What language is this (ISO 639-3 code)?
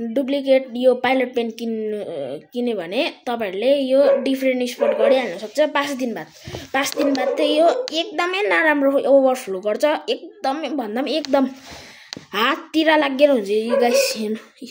nep